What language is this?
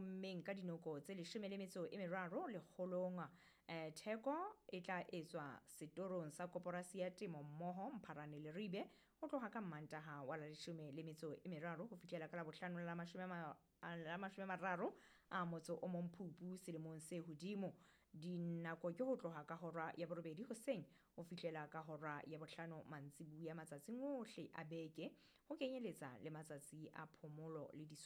Southern Sotho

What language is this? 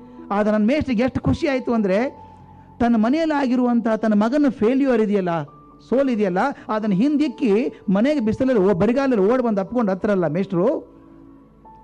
Kannada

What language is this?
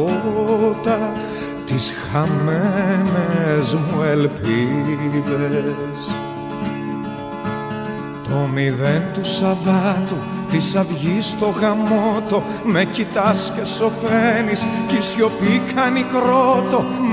Greek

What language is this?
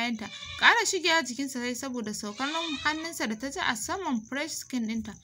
Hausa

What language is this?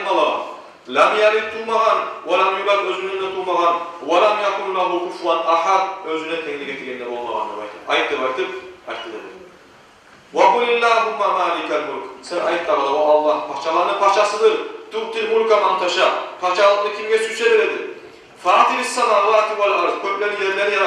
Kumyk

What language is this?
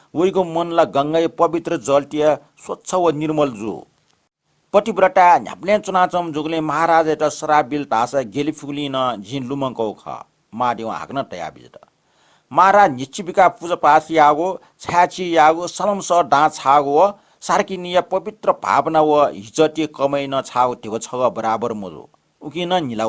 Newari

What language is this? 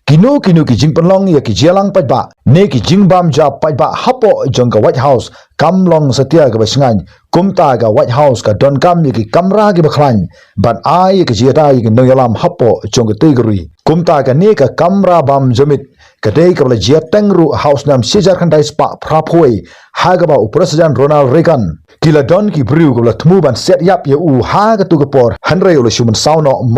Khasi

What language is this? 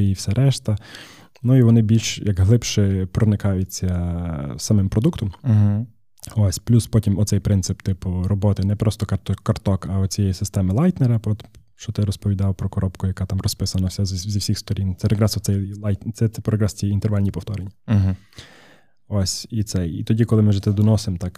Ukrainian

